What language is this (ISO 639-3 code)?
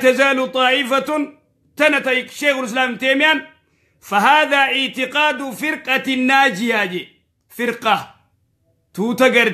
orm